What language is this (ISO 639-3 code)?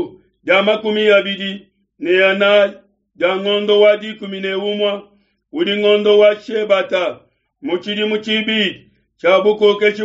lua